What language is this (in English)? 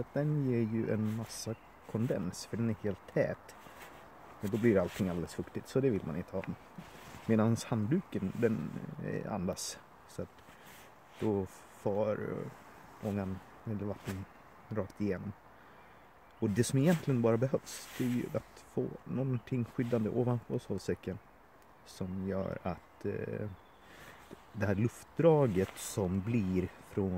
Swedish